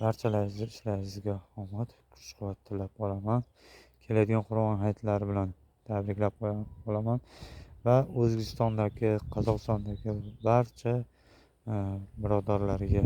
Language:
Uzbek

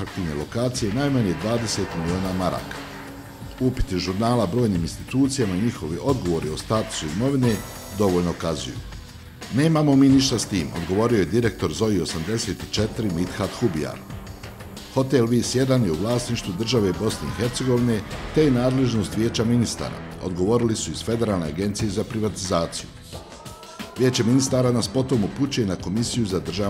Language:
Bosnian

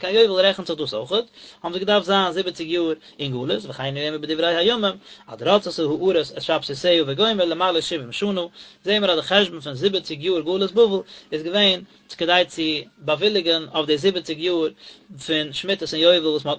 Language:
Yiddish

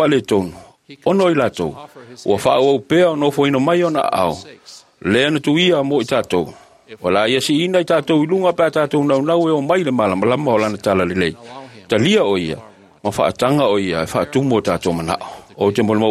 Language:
Samoan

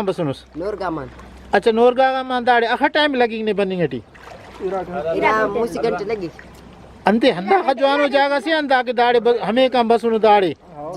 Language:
Brahui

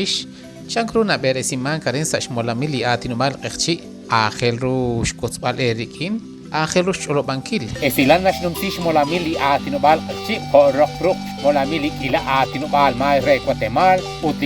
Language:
Kekchí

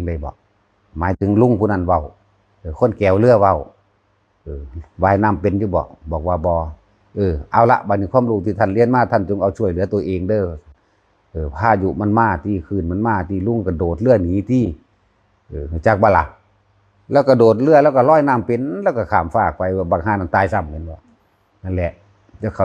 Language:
Northeastern Thai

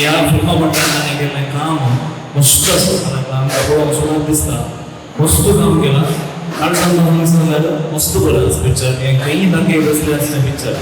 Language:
Konkani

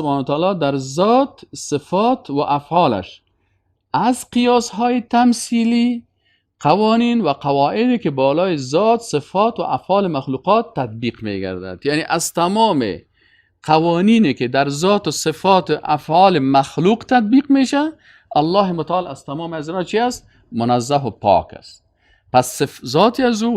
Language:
Persian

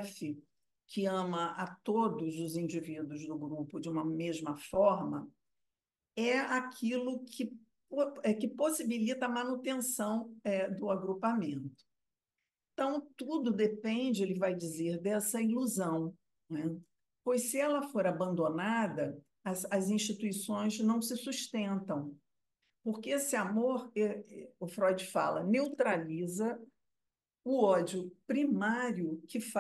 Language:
Portuguese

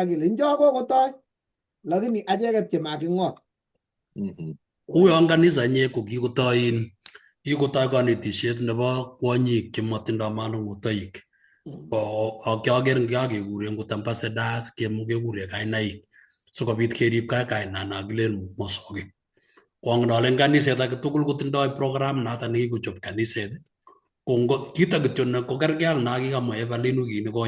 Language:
Kalenjin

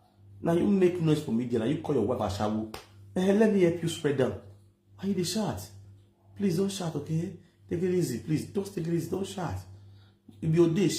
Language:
Nigerian Pidgin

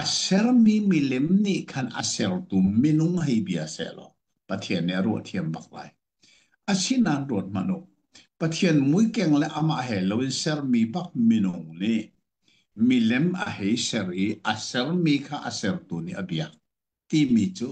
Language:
Hakha Chin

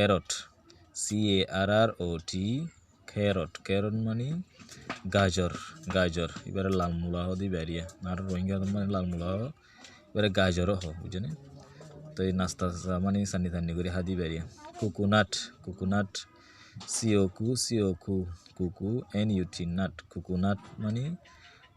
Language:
Rohingya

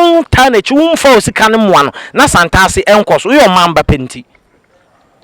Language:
Akan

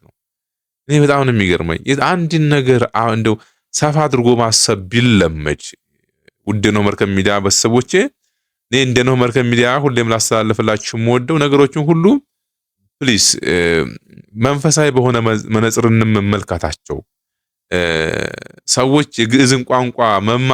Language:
Amharic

